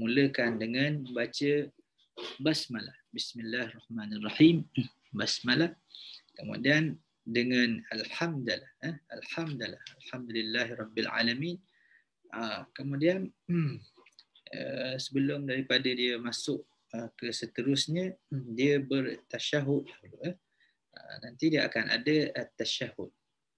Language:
Malay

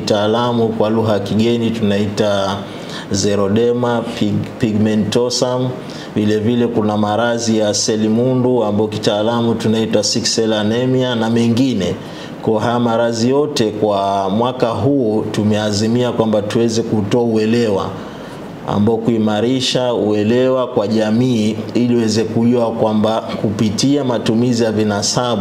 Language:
Swahili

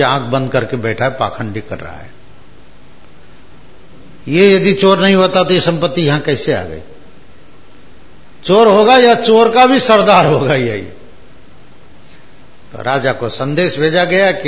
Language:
Hindi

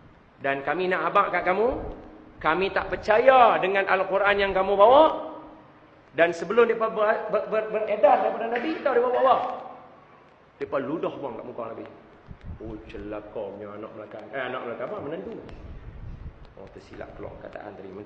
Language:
Malay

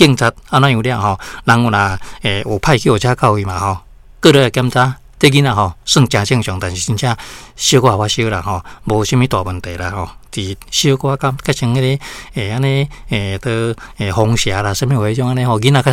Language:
Min Nan Chinese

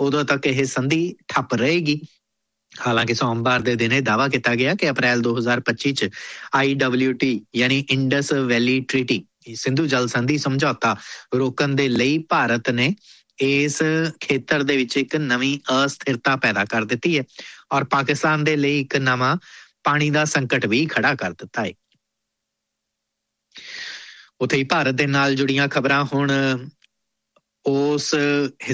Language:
Punjabi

